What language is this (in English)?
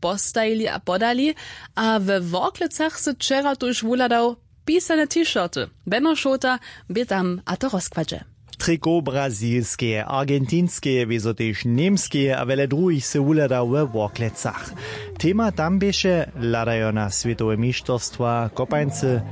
Upper Sorbian